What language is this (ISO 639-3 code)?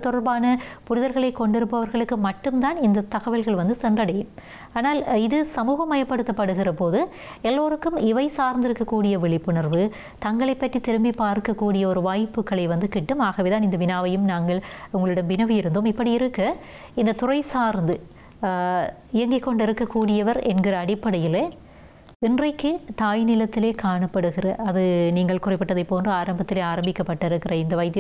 tam